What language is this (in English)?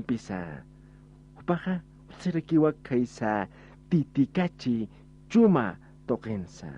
Aymara